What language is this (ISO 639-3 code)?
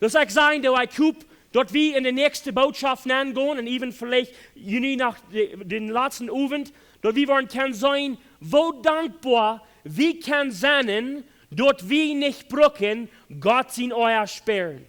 pdt